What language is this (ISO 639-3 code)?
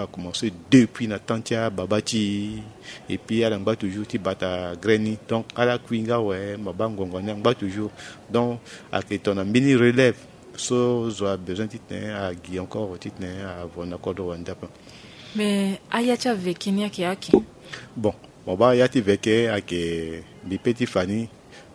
sag